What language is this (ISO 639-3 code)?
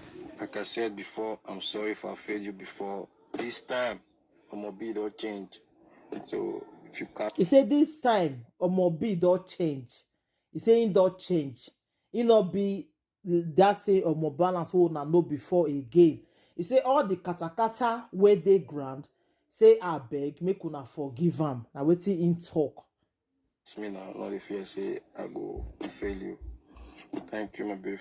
pcm